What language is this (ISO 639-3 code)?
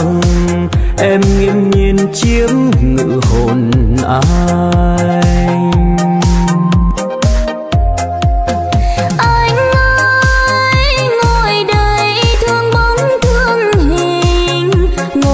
vie